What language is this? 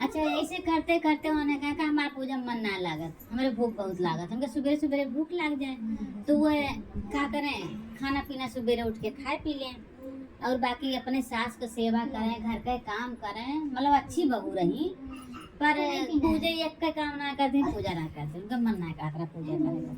Awadhi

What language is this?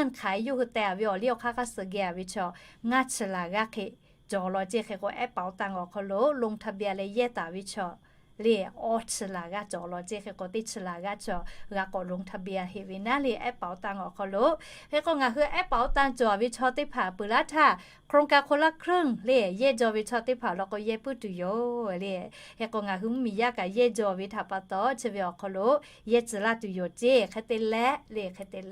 Lahu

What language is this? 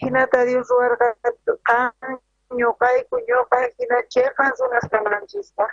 South Bolivian Quechua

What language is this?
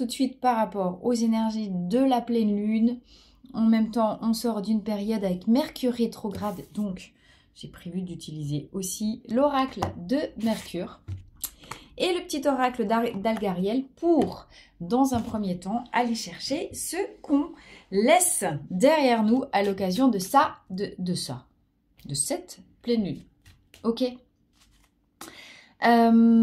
French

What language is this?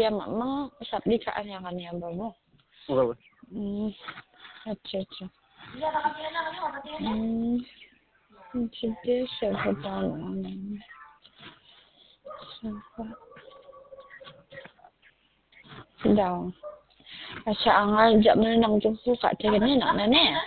Khasi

